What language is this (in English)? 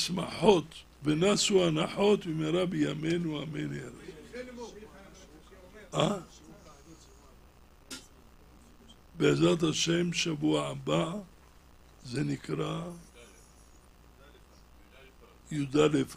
Hebrew